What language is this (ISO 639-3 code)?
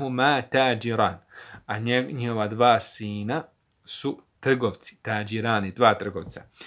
bos